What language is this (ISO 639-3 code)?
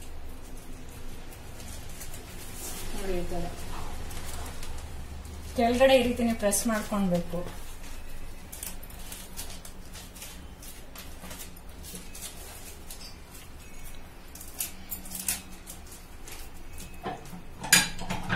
kan